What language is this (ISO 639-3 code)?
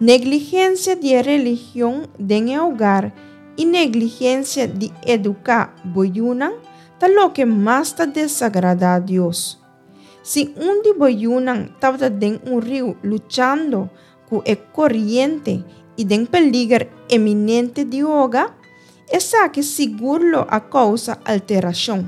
pap